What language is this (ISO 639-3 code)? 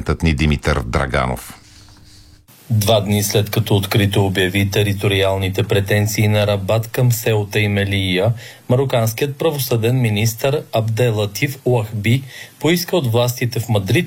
bul